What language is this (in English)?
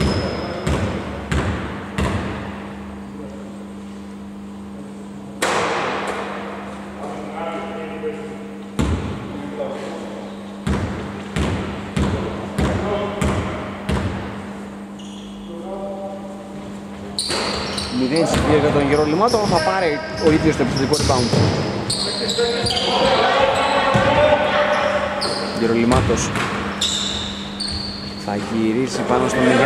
Greek